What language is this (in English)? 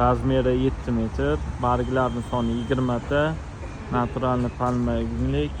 Uzbek